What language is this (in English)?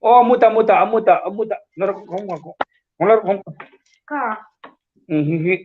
Hmar